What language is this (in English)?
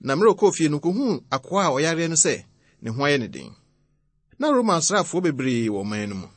Akan